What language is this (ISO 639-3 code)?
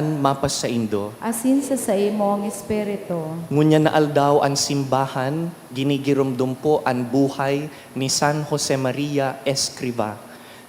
bik